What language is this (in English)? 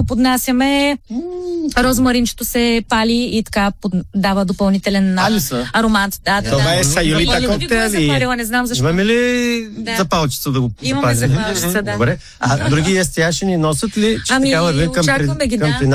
Bulgarian